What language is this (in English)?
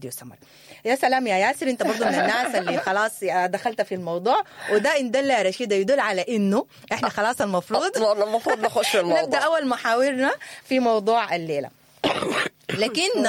Sudanese Arabic